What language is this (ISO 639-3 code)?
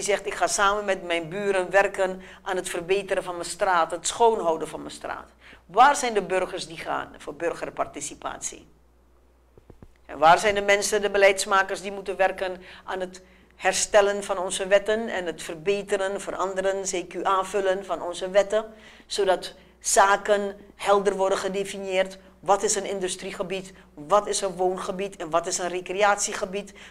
nld